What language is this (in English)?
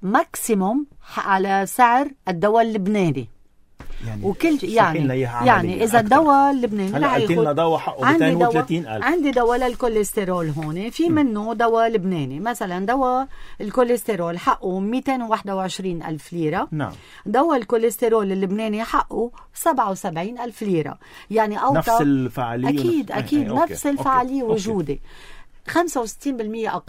North Levantine Arabic